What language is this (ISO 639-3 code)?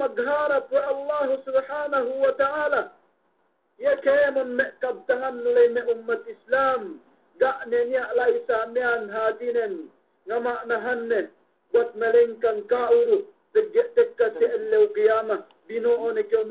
yka